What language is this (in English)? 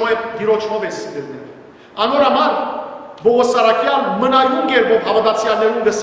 Western Armenian